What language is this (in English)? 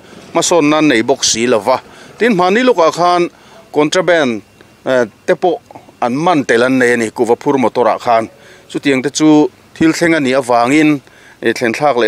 Mizo